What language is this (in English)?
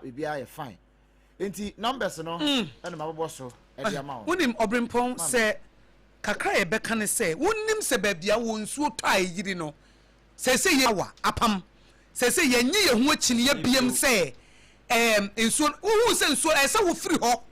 Akan